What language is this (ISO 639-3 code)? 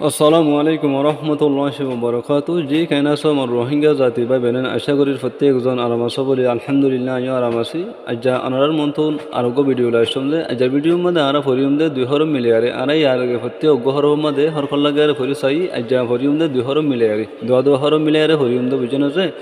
rhg